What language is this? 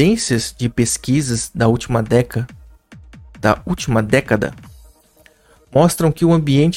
Portuguese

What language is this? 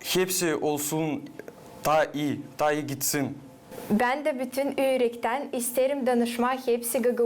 Gagauz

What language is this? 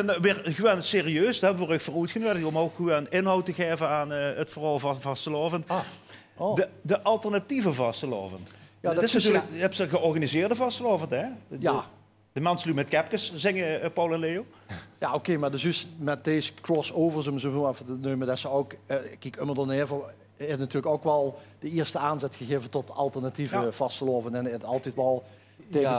Dutch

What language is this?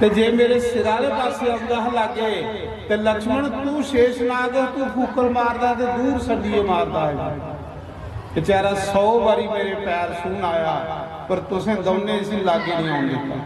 Dogri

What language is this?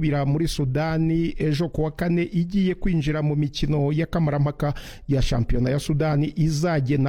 Kinyarwanda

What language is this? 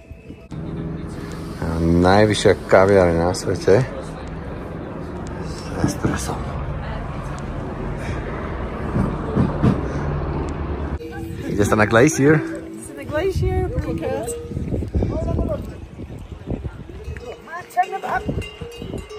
Slovak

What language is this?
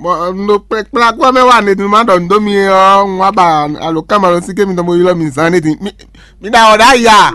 Fon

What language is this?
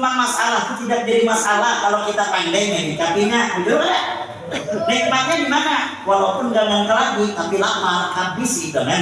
Banjar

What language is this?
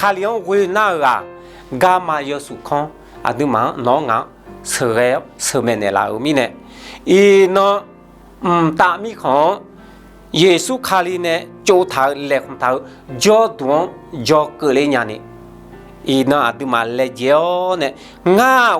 Akha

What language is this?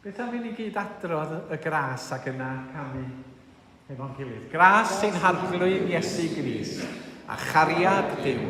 Welsh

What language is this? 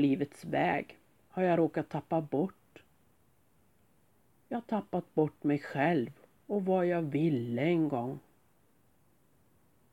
Swedish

